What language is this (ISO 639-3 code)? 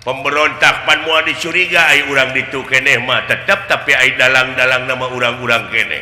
sun